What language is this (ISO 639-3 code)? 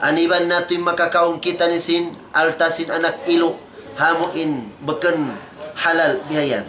tsg